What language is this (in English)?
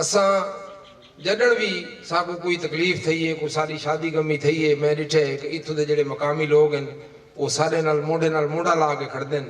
Saraiki